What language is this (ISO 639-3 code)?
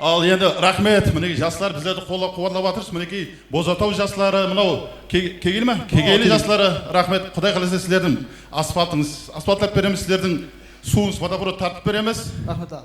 kaa